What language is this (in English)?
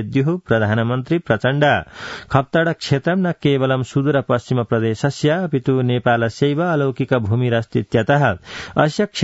Sanskrit